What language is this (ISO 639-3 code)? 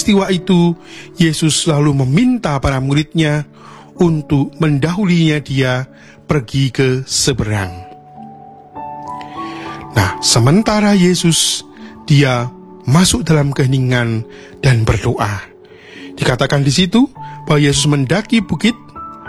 ind